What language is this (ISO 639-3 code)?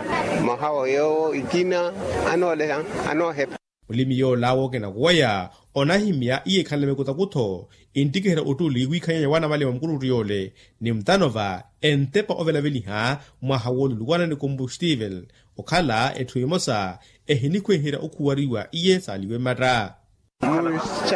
vmw